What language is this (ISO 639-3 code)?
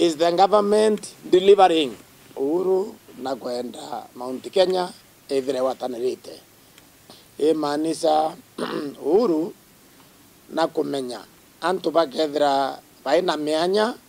mer